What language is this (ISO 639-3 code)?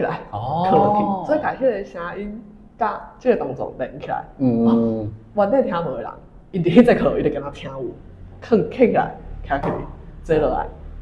nan